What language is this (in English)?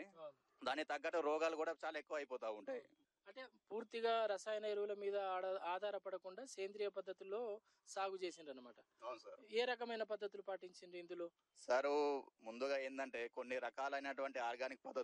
Telugu